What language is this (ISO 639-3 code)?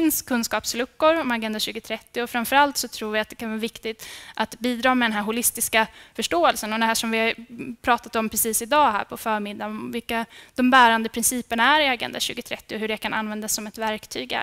swe